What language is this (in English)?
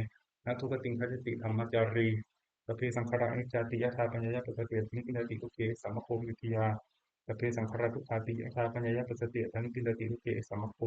Pali